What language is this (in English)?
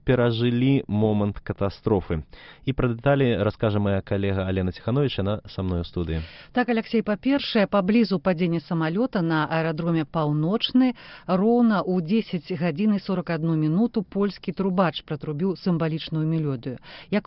Belarusian